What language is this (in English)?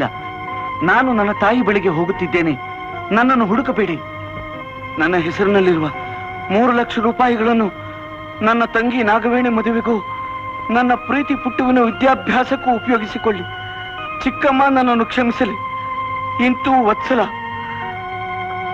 Kannada